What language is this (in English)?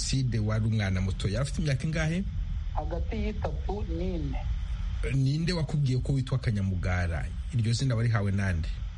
Kinyarwanda